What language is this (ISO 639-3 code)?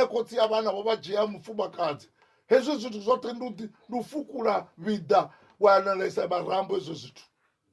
ven